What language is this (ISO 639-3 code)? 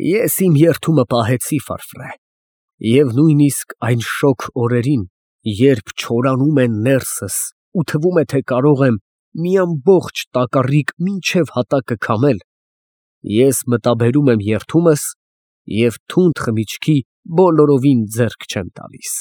hye